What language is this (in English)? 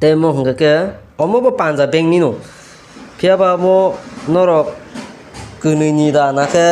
Kok Borok